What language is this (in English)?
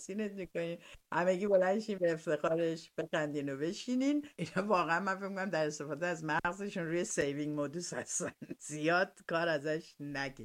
Persian